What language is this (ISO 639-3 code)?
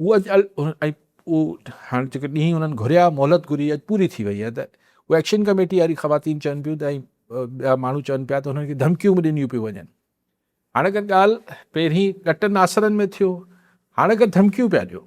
snd